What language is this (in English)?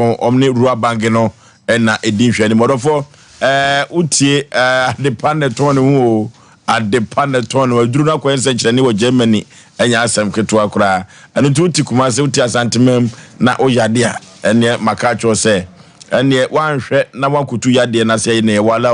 Akan